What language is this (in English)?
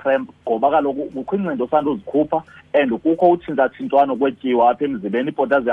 Xhosa